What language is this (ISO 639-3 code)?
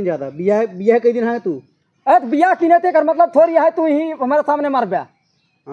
awa